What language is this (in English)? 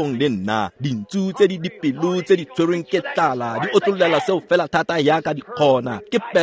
Tswana